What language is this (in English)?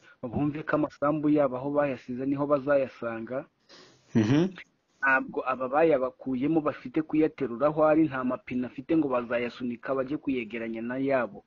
Kinyarwanda